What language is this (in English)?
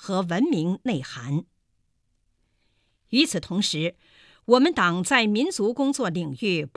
Chinese